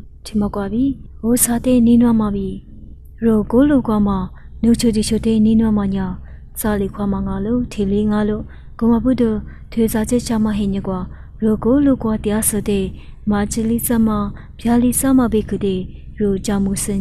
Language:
Lisu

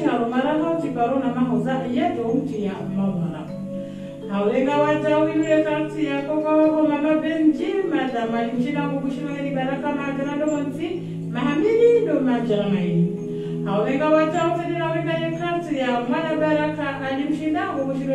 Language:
Swahili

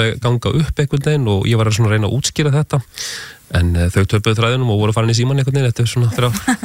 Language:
Icelandic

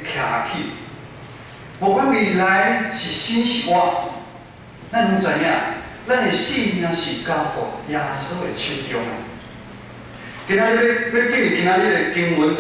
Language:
Min Nan Chinese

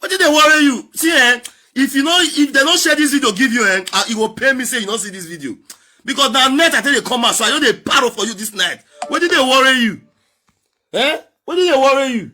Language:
Nigerian Pidgin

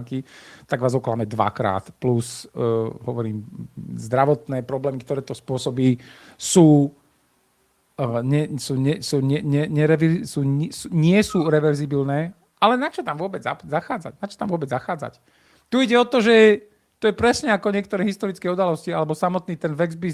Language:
Slovak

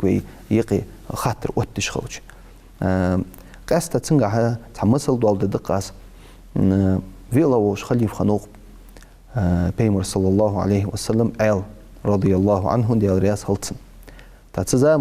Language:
Ingush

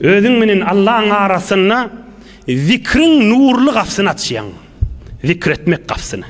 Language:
Turkmen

